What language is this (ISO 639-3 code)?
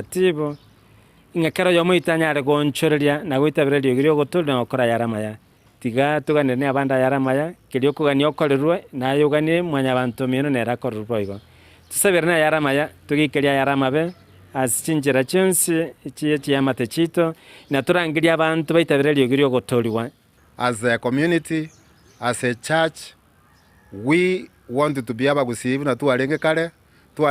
guz